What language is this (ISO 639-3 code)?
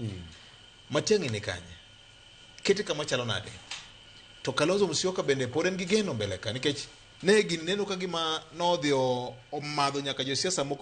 luo